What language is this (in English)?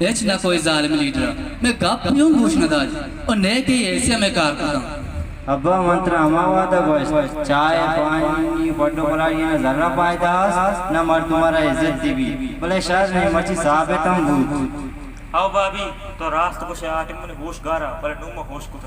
Baluchi